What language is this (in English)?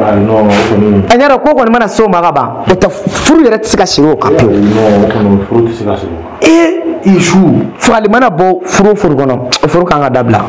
Bambara